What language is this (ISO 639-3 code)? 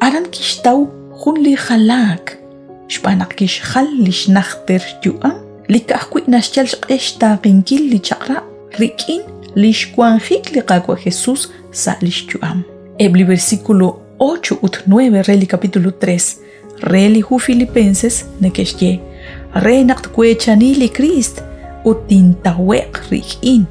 kek